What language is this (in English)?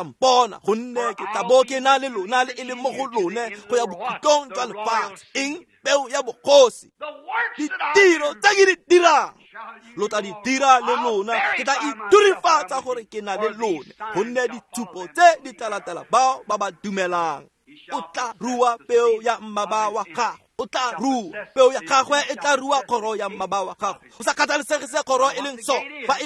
Tswana